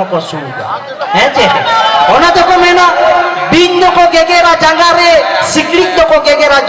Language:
Santali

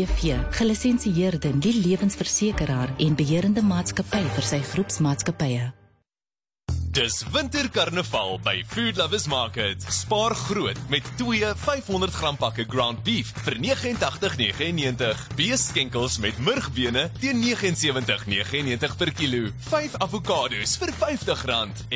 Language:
Afrikaans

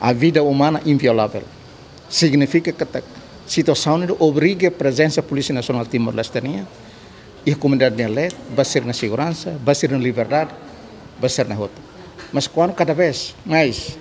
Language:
Tetum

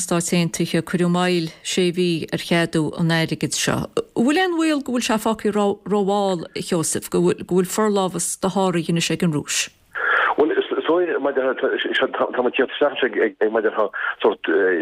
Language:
Irish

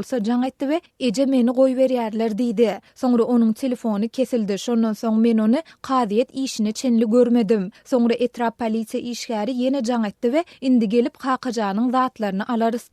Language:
Turkmen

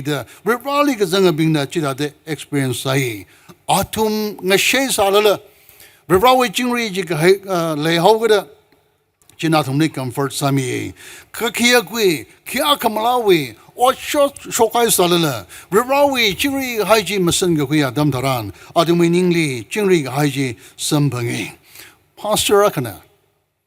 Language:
Tangkhul Naga (India)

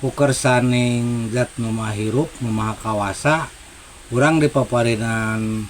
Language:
Sundanese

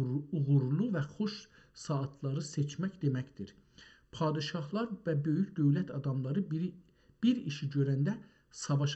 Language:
South Azerbaijani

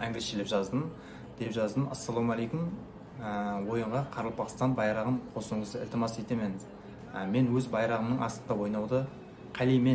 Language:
Kara-Kalpak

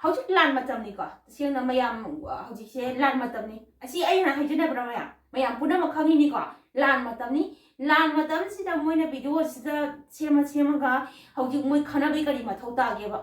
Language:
Manipuri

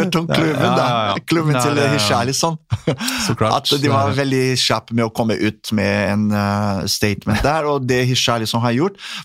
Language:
Norwegian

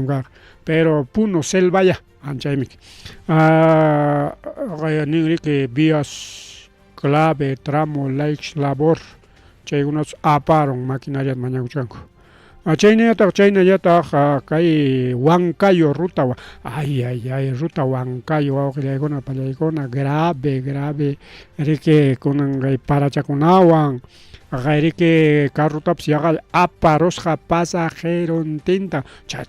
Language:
Ayacucho Quechua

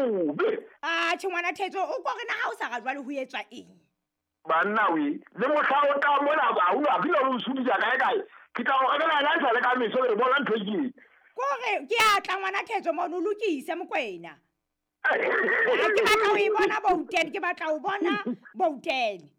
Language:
Southern Sotho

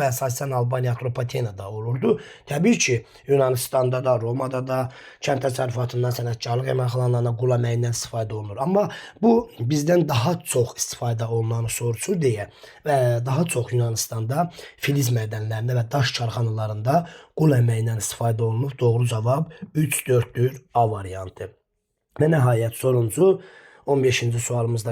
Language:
Azerbaijani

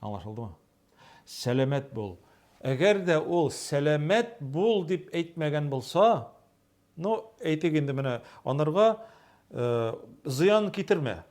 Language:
Tatar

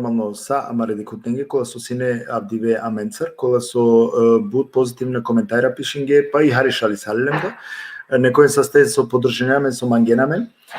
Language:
Balkan Romani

